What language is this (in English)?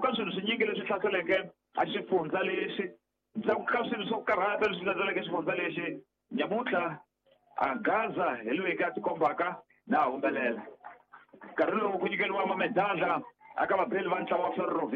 Tsonga